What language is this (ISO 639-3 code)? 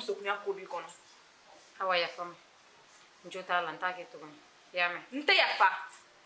bam